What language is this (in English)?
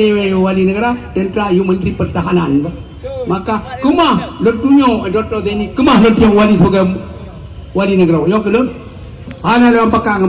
Achinese